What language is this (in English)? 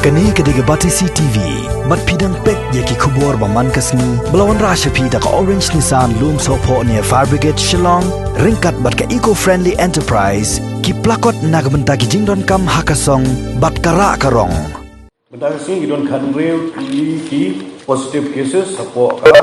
Khasi